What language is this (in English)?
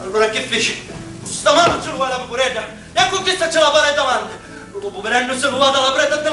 Sicilian